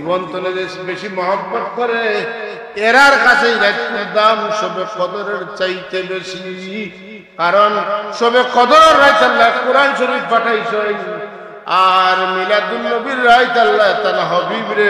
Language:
Sylheti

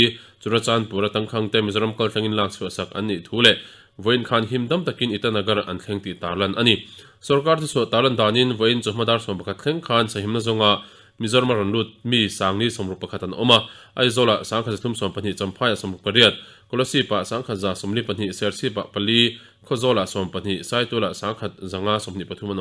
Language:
Mizo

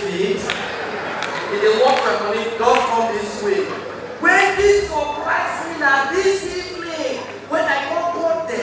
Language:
Nigerian Pidgin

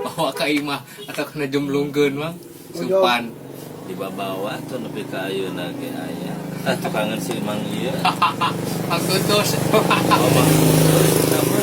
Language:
Sundanese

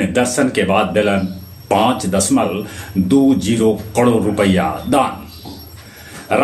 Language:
Magahi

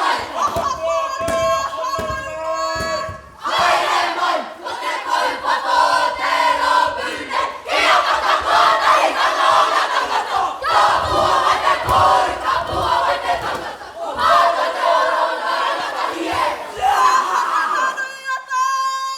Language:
Māori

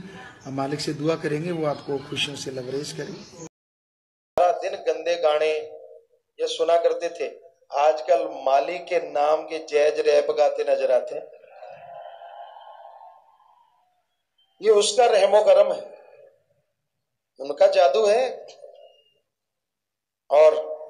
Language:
Hindi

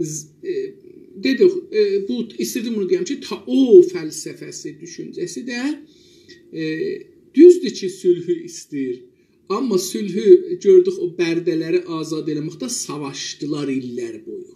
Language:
South Azerbaijani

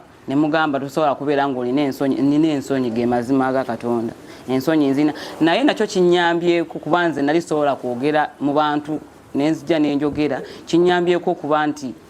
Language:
Ganda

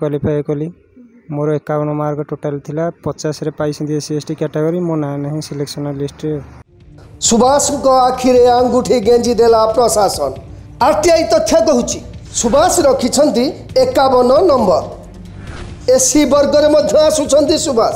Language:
Odia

